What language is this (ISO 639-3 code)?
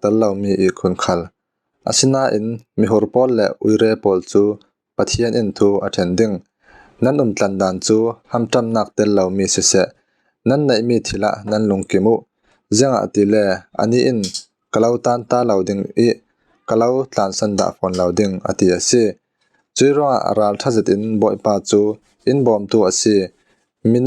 cfm